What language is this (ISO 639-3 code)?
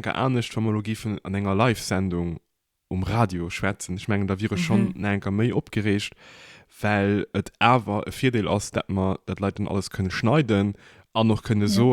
ltz